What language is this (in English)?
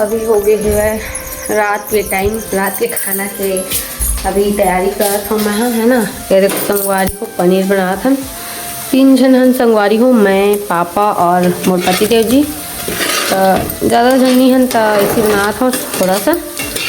Chhattisgarhi